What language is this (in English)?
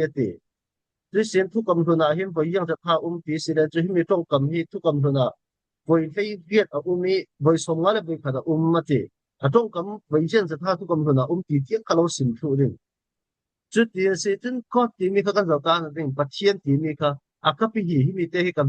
Falam Chin